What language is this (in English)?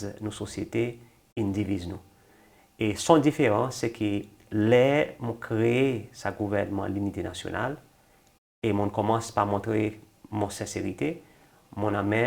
Seselwa Creole French